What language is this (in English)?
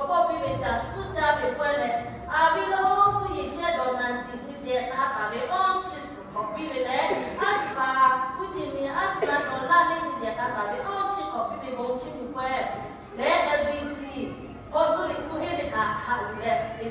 Lahu